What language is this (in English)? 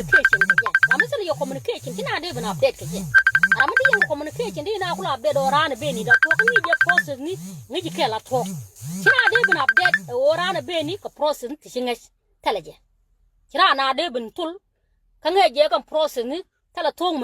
Nuer